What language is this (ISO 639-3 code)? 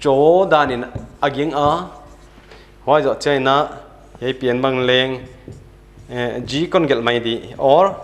pck